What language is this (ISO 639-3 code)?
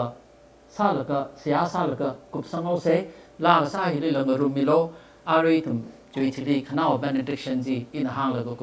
nmf